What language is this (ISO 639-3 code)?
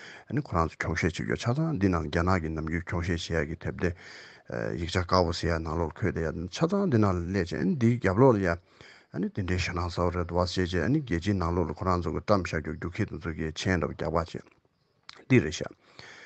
bod